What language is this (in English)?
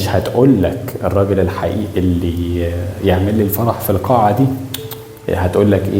Egyptian Arabic